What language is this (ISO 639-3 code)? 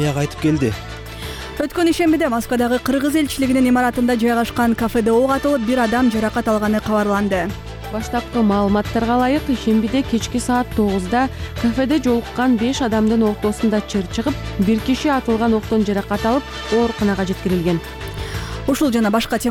kir